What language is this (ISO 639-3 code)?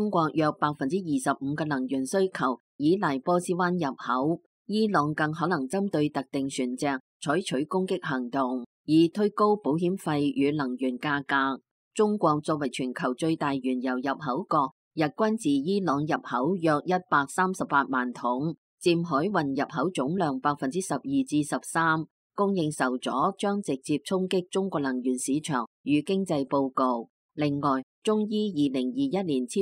yue